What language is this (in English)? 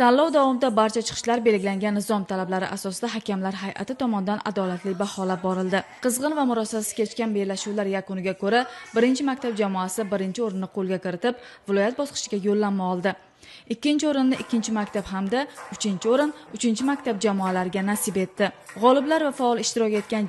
Uzbek